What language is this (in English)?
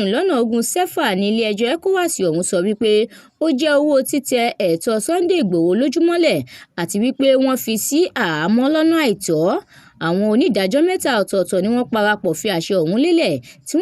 Yoruba